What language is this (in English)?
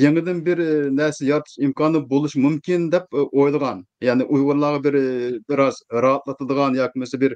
Uyghur